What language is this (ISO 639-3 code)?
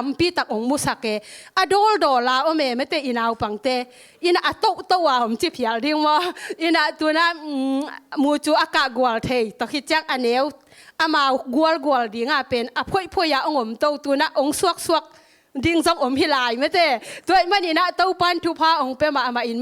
ctd